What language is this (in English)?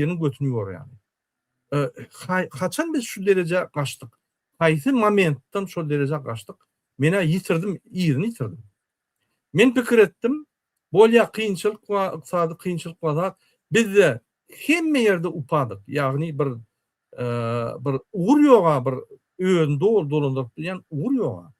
Turkmen